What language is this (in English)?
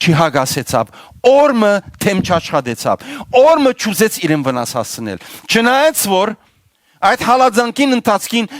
Western Armenian